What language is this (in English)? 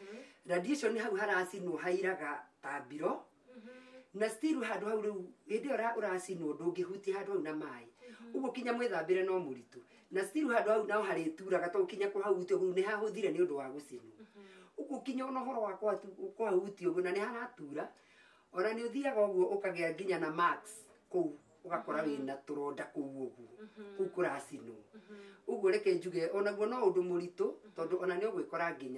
Kikuyu